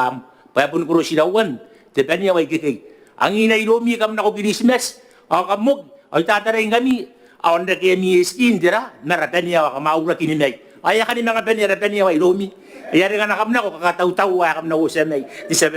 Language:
Gilbertese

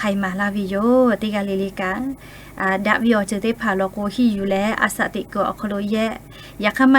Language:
Lahu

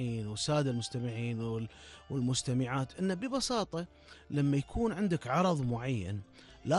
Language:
Gulf Arabic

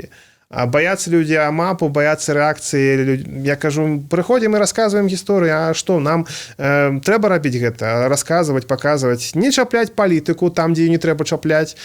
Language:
Belarusian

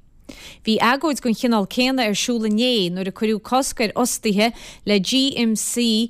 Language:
Irish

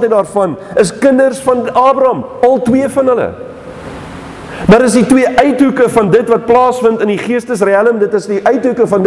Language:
Afrikaans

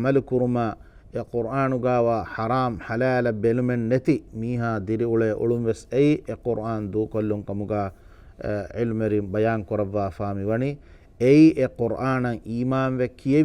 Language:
Divehi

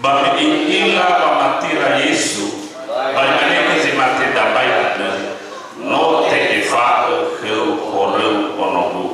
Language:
Nias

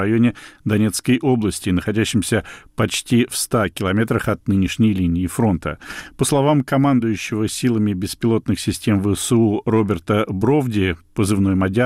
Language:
Russian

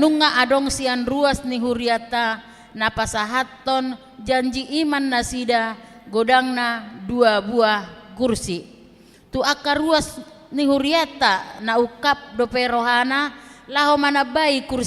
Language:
Batak Toba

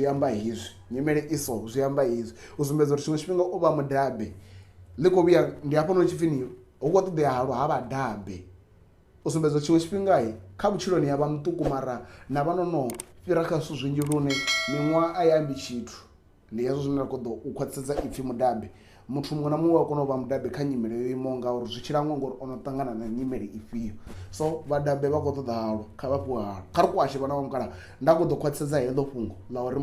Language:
Venda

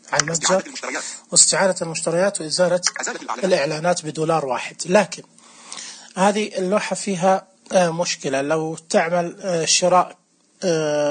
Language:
Najdi Arabic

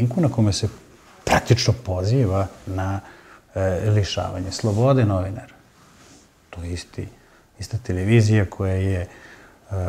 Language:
Serbian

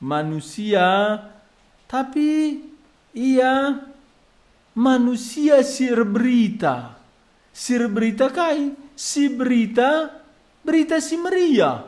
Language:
Batak Karo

